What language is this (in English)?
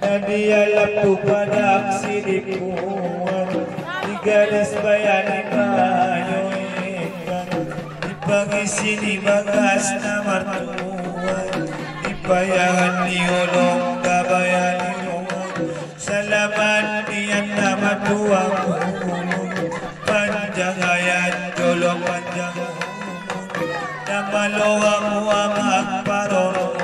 Batak Angkola